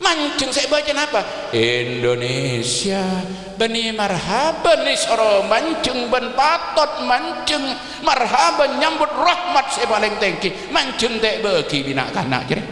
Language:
Madurese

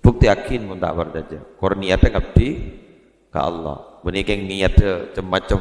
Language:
Madurese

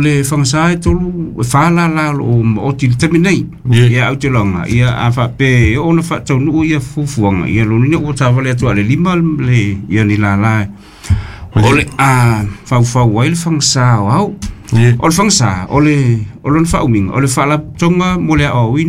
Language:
Samoan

